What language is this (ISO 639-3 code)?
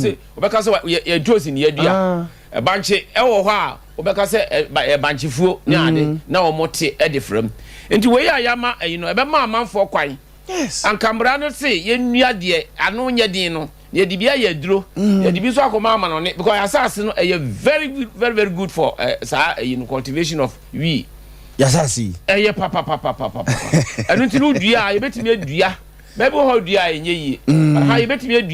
aka